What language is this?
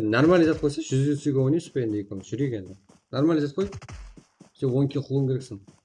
Kara-Kalpak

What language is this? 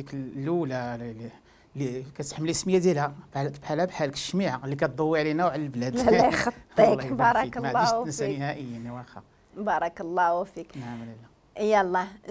Moroccan Arabic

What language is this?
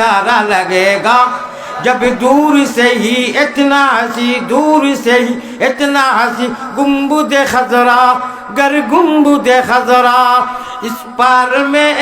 Sylheti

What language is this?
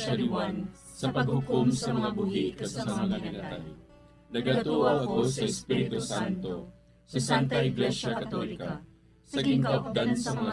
Hiligaynon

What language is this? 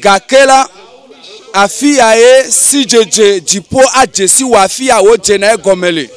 Ewe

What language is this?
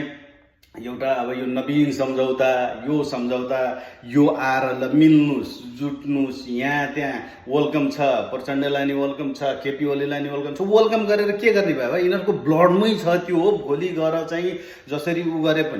Nepali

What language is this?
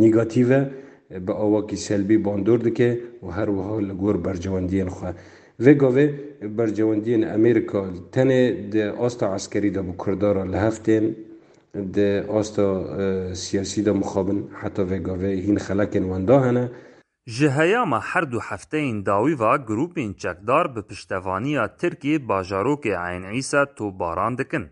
Kurdish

